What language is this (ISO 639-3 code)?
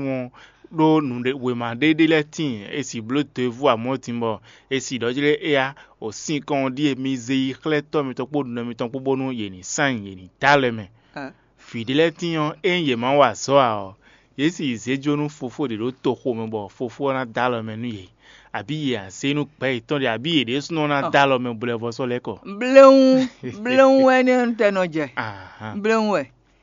fon